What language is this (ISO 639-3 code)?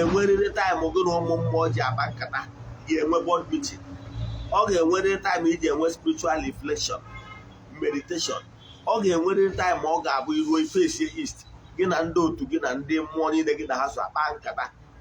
ibo